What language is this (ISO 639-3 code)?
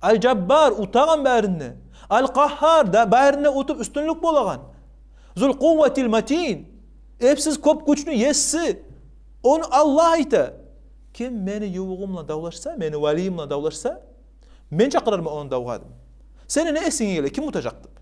kum